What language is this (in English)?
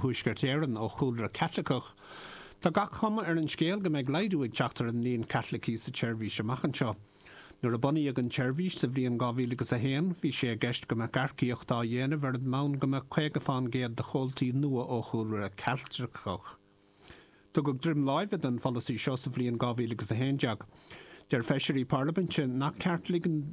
Irish